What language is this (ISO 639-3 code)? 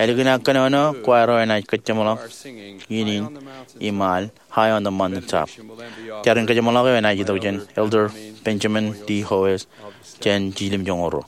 mah